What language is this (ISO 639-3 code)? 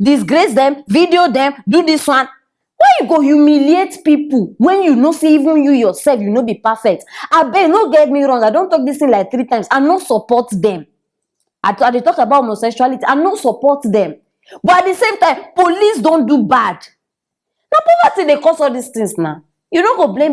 pcm